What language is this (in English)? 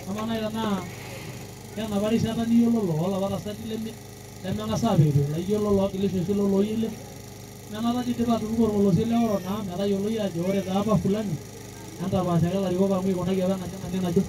Masai